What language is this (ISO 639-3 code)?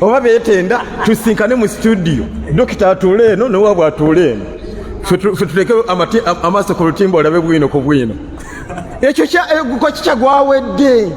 lug